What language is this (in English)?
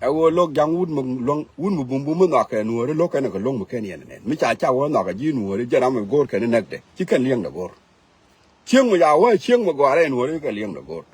Nuer